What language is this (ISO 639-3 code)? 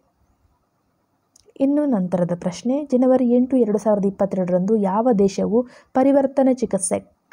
kan